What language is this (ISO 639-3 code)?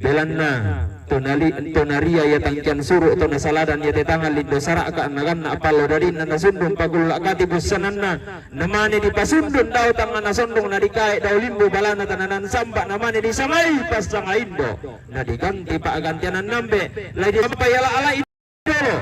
sda